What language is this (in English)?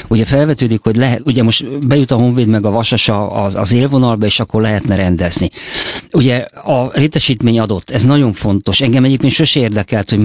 Hungarian